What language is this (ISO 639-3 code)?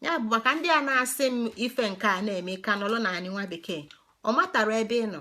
ibo